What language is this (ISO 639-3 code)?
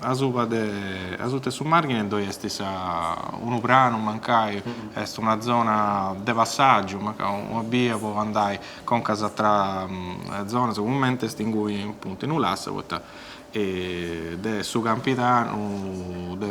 srd